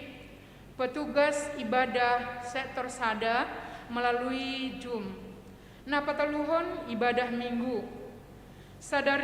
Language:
Batak Simalungun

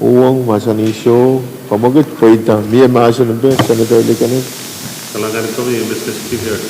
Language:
Pohnpeian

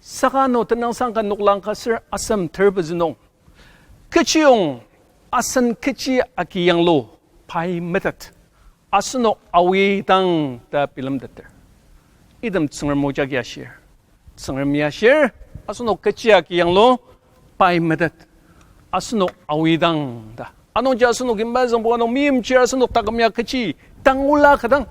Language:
Ao Naga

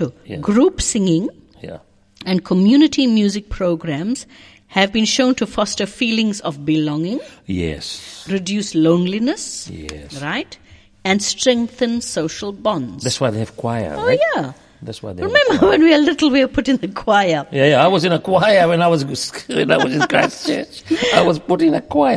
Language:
English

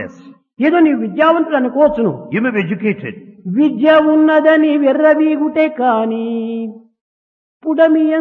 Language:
Telugu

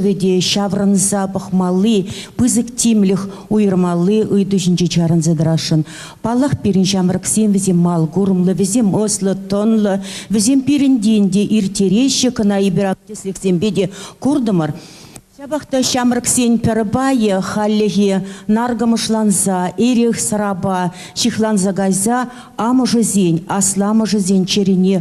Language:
Chuvash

